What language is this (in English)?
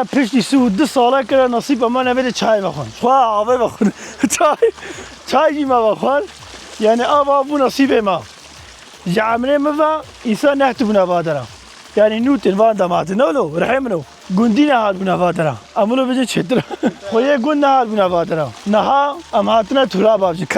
Kurdish